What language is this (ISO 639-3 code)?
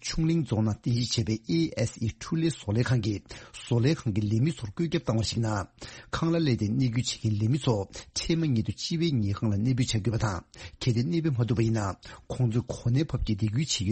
bod